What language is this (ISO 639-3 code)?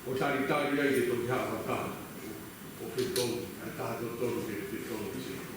ton